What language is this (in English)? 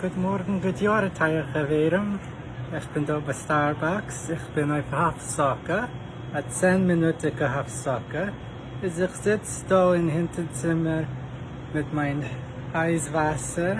Yiddish